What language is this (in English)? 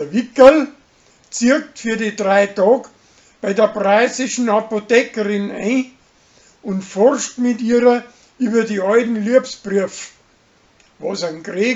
Bavarian